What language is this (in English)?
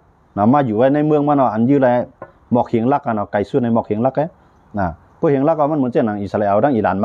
Shan